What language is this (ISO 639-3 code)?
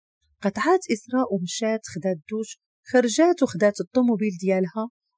ary